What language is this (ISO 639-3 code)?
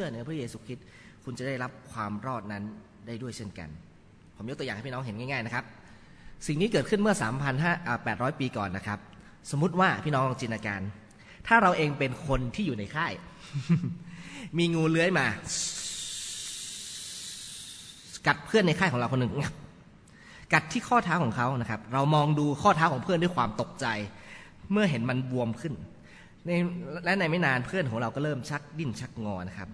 tha